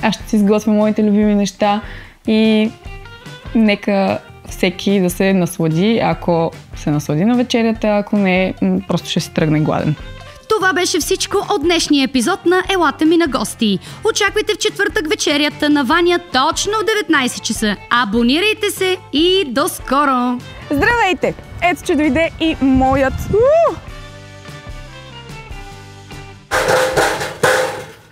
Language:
Bulgarian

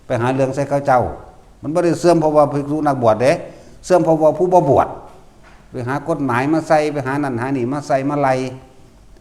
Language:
Northeastern Thai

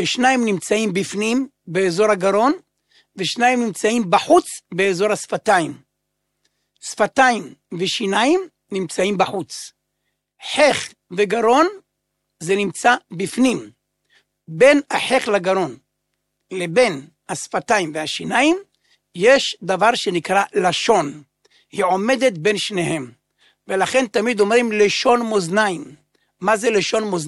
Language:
Hebrew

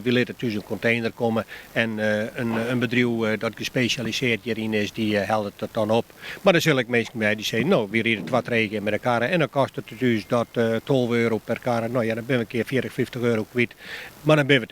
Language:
Western Frisian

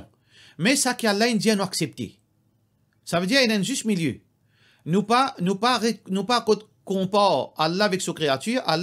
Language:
Morisyen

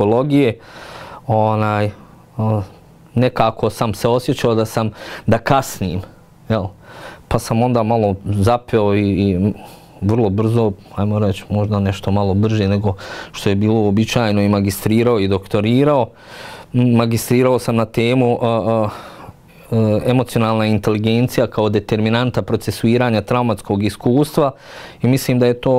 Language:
Bosnian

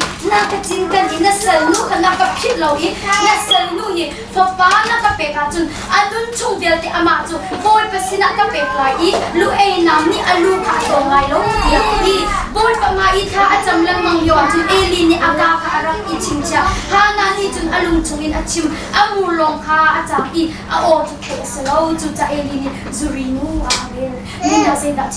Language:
Hakha Chin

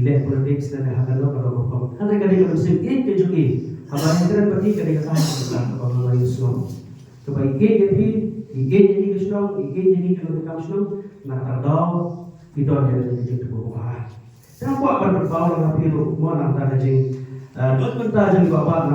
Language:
Khasi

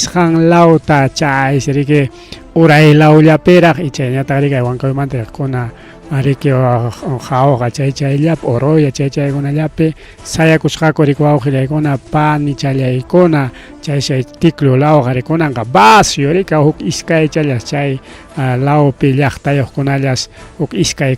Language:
Ayacucho Quechua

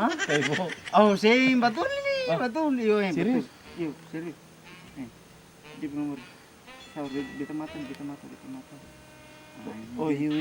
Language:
Ambonese Malay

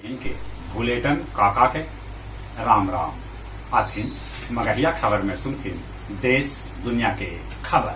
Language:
Magahi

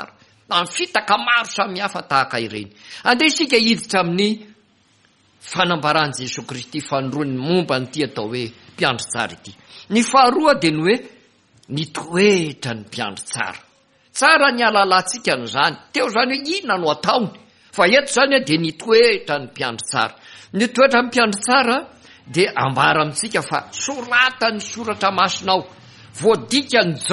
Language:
Malagasy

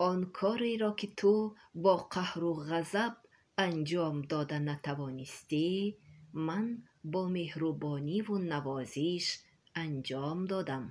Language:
Tajik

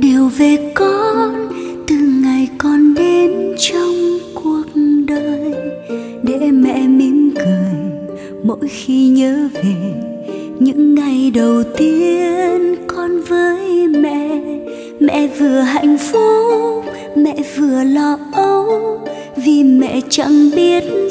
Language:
Vietnamese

